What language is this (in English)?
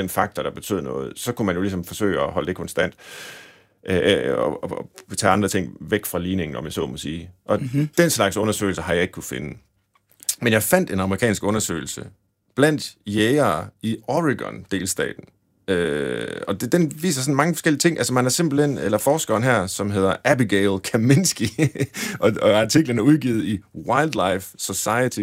Danish